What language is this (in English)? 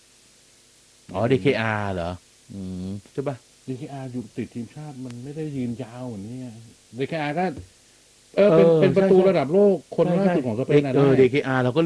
Thai